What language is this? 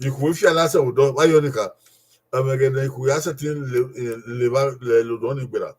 Bini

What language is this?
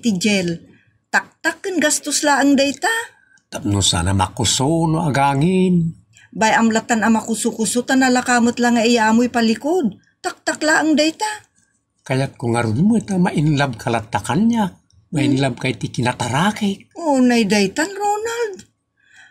Iloko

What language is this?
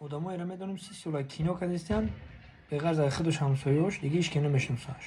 Tajik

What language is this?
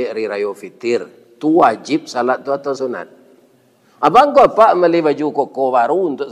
Minangkabau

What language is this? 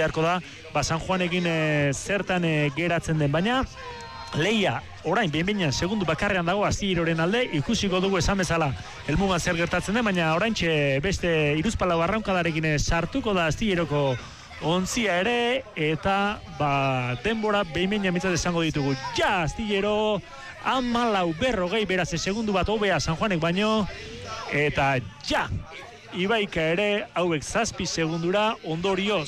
Basque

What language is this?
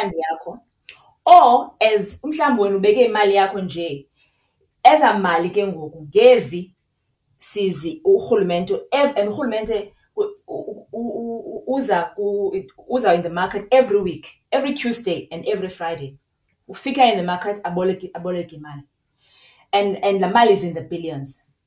Xhosa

